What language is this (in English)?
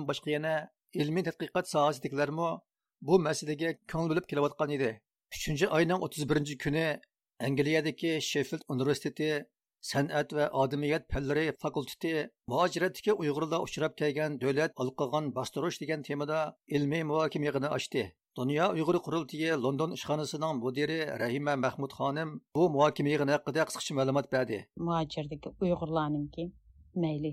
Uyghur